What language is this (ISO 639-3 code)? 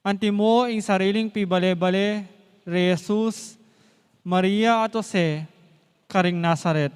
pam